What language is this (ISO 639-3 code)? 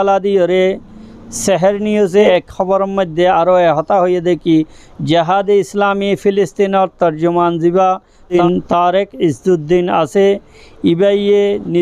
rhg